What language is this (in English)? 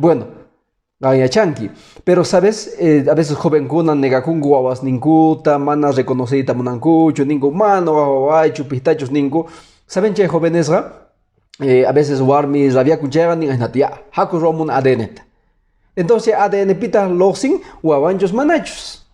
Quechua